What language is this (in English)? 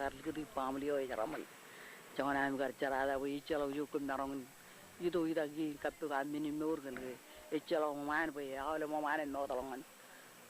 Marshallese